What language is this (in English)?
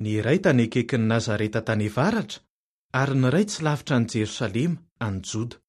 Malagasy